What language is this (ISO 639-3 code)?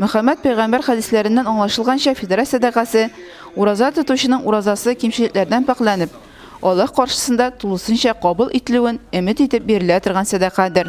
tat